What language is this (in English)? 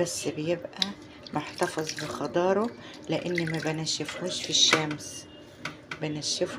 Egyptian Arabic